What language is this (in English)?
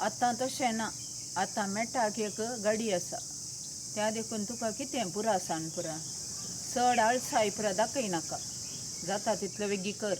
Konkani